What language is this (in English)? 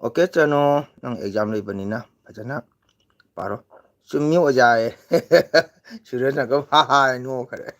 Manipuri